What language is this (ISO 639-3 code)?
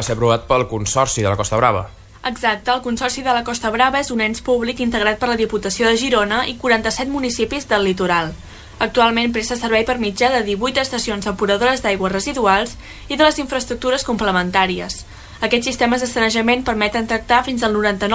cat